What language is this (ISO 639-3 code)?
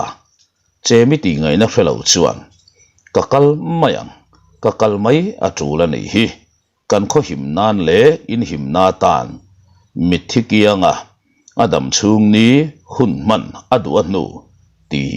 lus